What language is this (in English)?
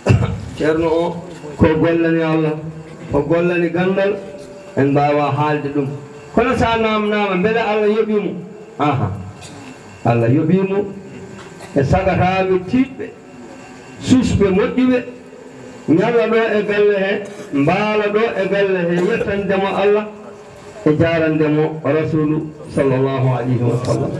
Fula